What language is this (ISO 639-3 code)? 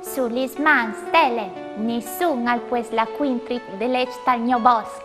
fur